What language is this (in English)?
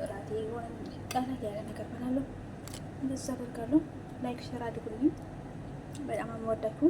Amharic